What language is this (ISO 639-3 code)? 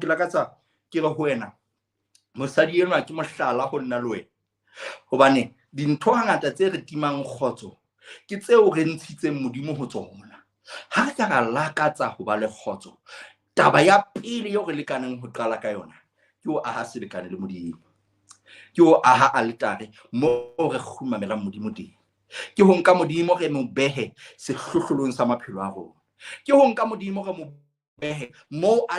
sot